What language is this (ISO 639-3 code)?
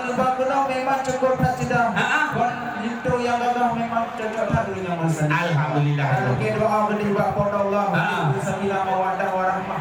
ace